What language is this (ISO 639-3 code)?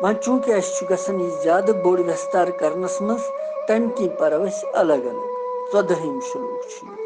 kas